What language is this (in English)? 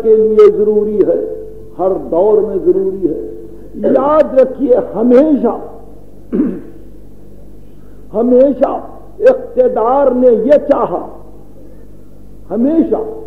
Urdu